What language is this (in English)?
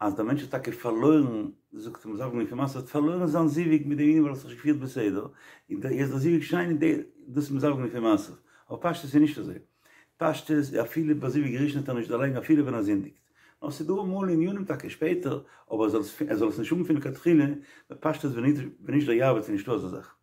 Yiddish